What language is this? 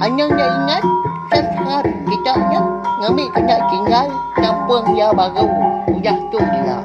Iban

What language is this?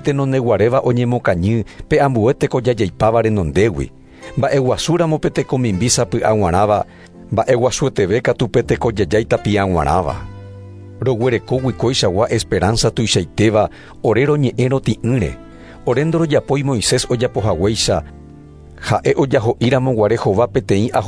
Guarani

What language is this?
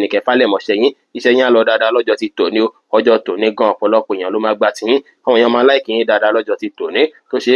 Yoruba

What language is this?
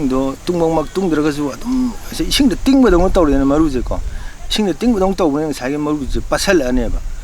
Manipuri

